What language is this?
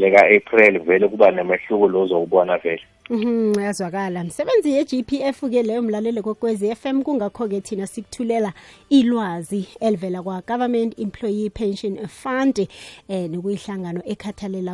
South Ndebele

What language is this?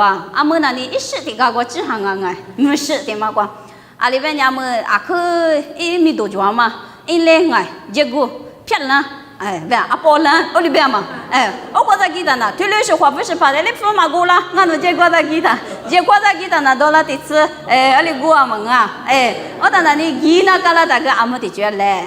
Lisu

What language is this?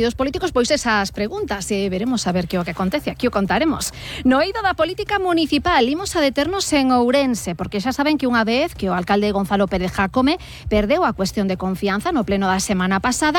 Galician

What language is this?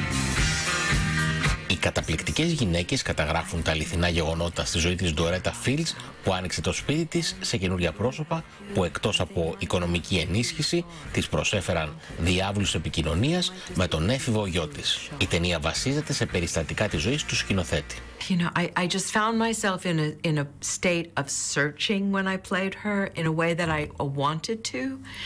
Greek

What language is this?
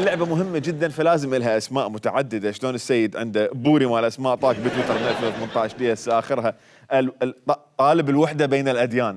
Mesopotamian Arabic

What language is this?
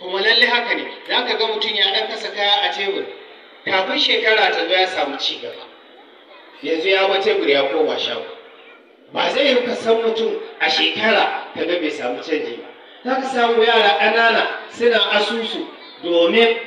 Hausa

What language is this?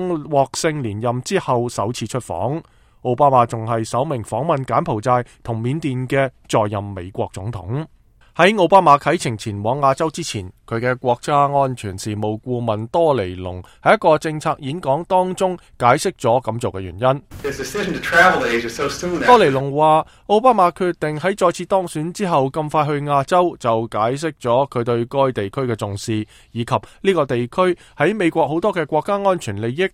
Cantonese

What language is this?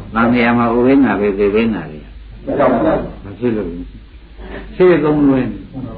Burmese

